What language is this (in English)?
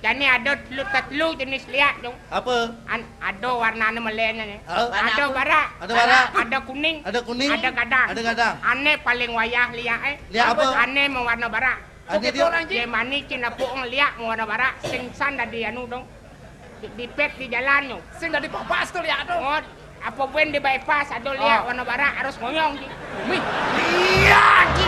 Balinese